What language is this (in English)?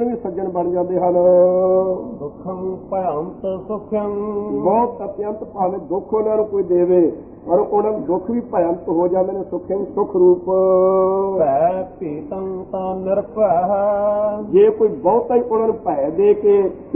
Punjabi